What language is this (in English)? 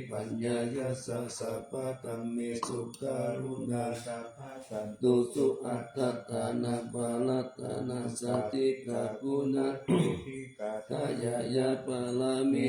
Pali